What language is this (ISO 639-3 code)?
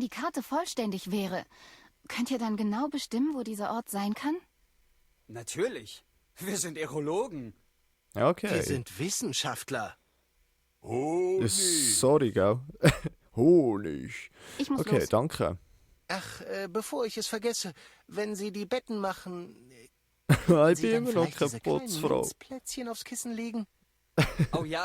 gsw